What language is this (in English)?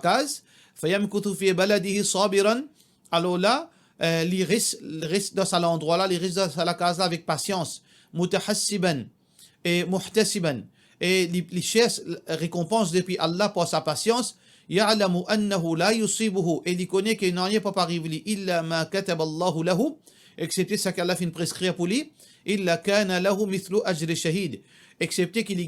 Morisyen